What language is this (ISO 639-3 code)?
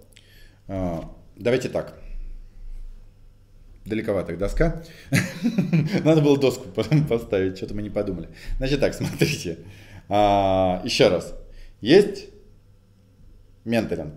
rus